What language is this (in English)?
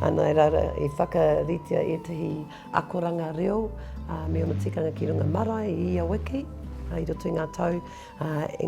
Māori